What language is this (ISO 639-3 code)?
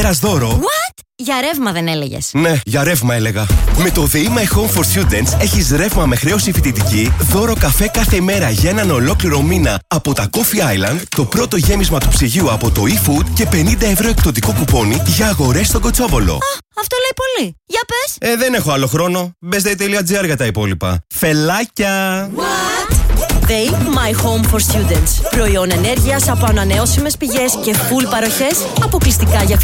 ell